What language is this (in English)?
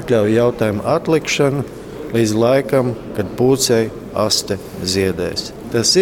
Latvian